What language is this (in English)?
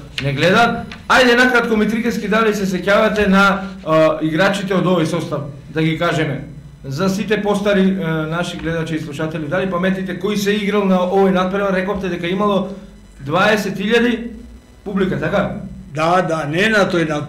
Macedonian